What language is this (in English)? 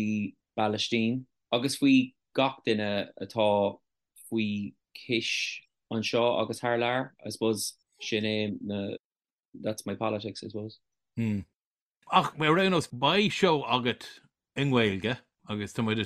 Irish